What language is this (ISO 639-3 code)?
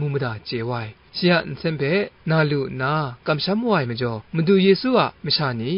kac